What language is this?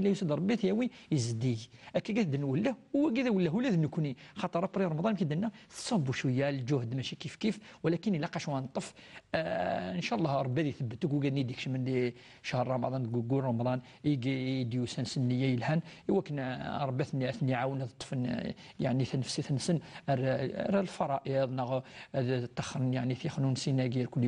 Kabyle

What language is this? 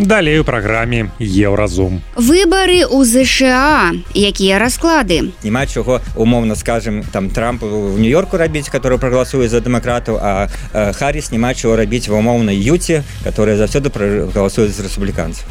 Belarusian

